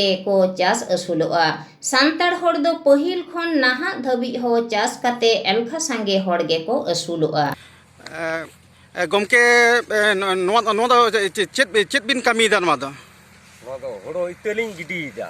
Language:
Santali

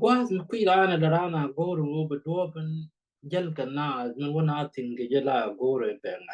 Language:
Nuer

